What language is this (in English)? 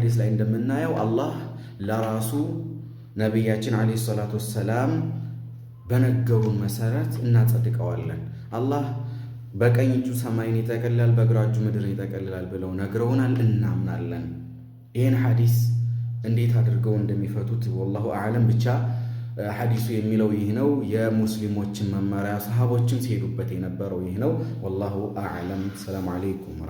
Amharic